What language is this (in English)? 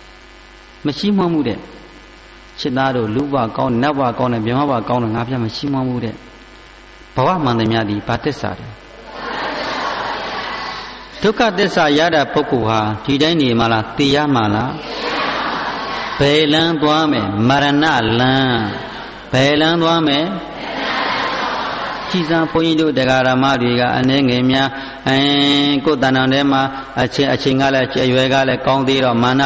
Burmese